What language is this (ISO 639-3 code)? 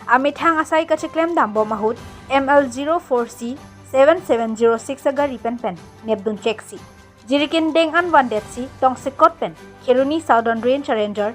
mjw